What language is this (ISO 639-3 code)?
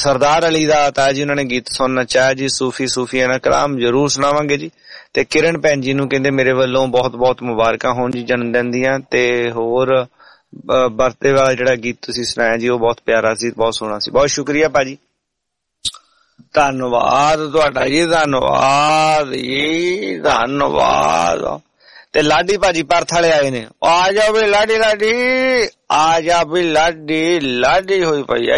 pan